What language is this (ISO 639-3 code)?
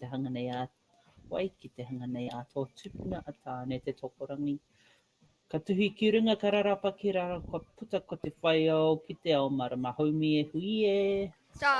mri